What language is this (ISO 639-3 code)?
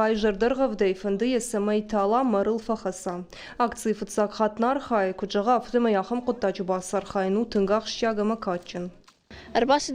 oss